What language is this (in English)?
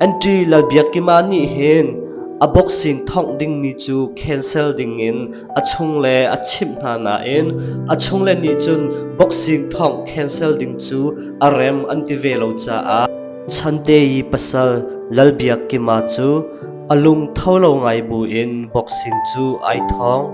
Hmar